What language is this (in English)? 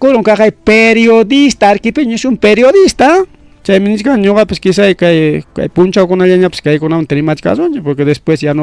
Ayacucho Quechua